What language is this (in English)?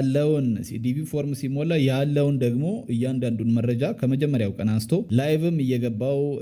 Amharic